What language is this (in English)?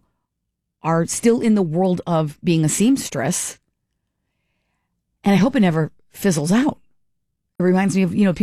English